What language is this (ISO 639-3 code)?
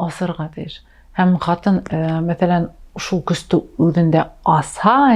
bak